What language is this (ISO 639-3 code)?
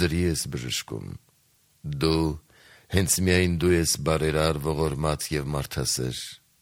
hye